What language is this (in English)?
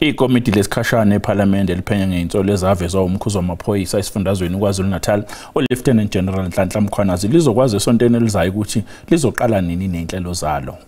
Zulu